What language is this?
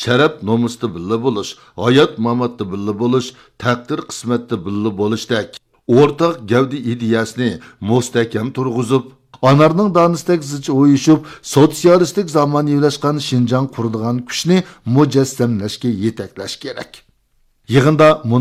Uyghur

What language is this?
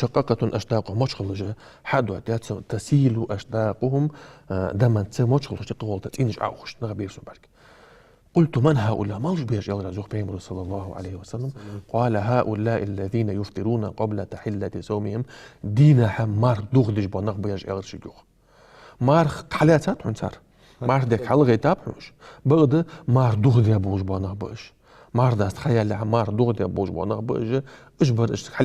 Ingush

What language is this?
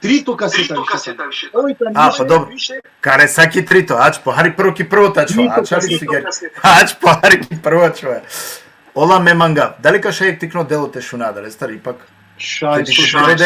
Balkan Romani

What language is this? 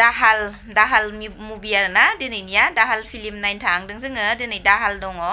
Bodo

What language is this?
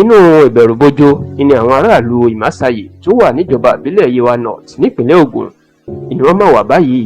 Yoruba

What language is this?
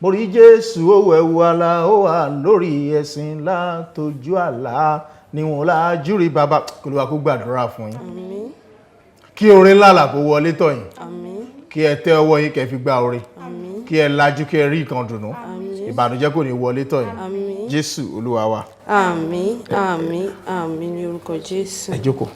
Yoruba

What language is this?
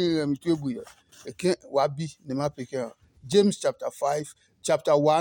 Adangme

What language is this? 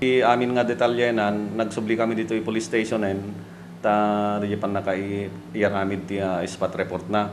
Iloko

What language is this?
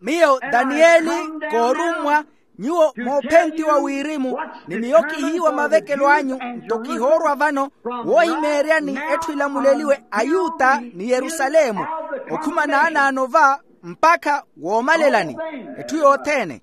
Makhuwa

